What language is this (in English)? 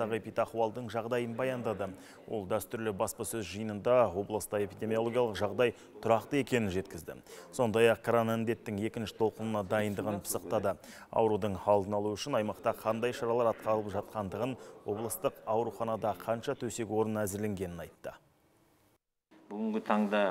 Kazakh